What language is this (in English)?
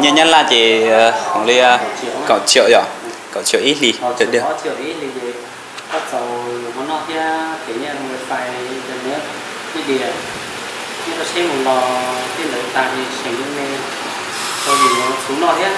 Hmong